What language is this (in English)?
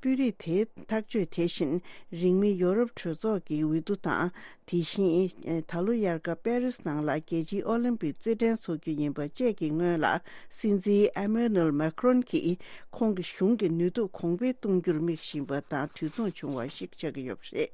Tibetan